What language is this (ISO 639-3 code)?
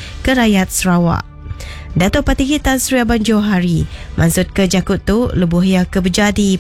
iba